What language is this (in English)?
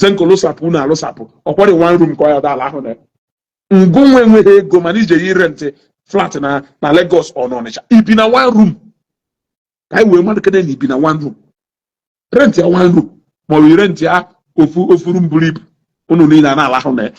Igbo